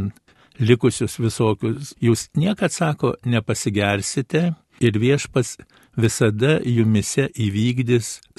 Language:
Lithuanian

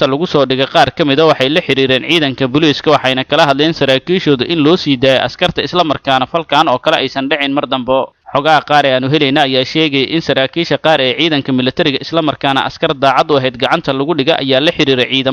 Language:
Somali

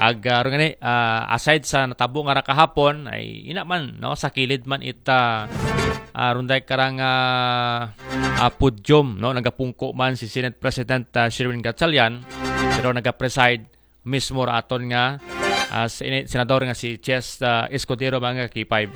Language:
Aklanon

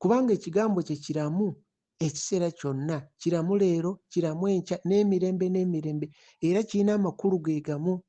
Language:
Ganda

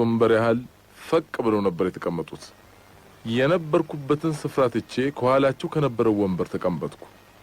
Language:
Amharic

